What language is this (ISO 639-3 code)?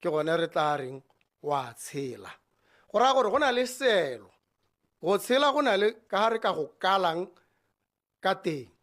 tsn